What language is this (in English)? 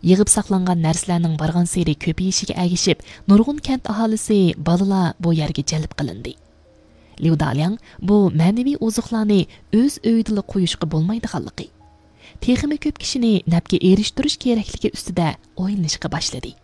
Uyghur